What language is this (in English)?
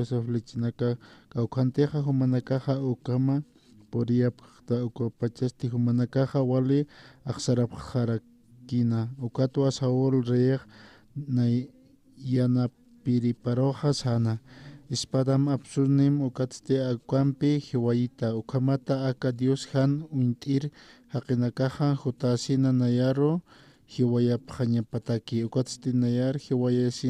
Aymara